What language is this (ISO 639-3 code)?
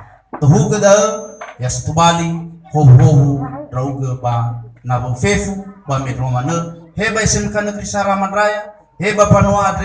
nia